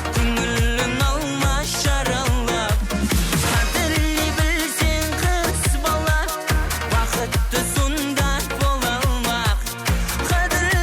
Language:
Kara-Kalpak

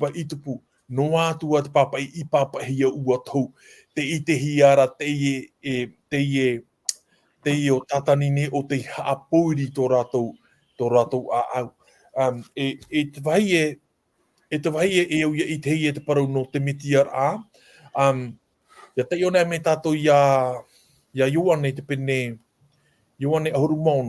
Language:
Tahitian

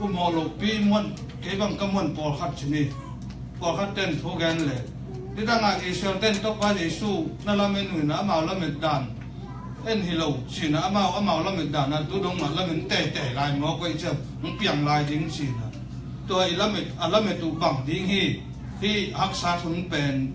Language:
Tedim Chin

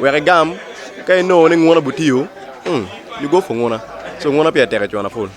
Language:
Acoli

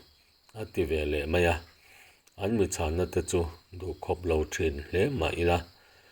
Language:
Mizo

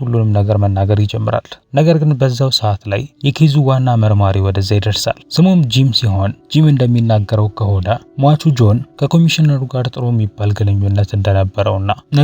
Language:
Amharic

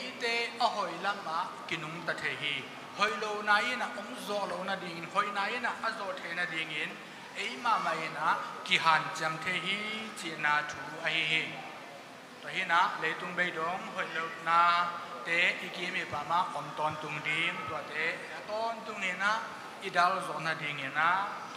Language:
Tedim Chin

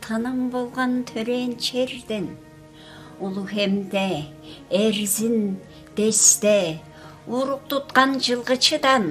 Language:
Tuvinian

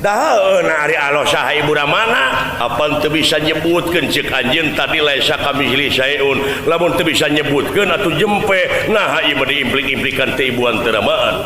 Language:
Sundanese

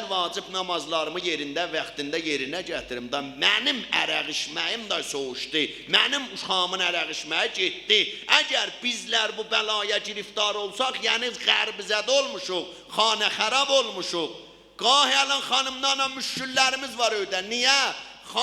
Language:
South Azerbaijani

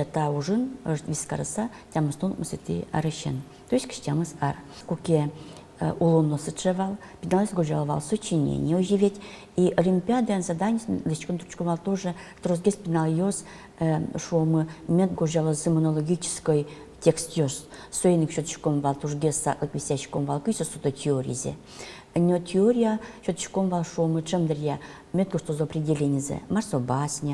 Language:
Udmurt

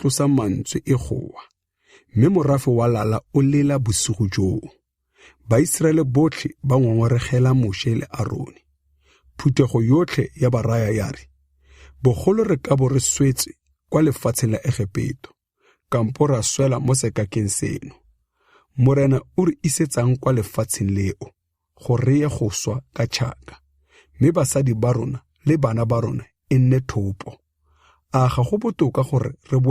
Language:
Tswana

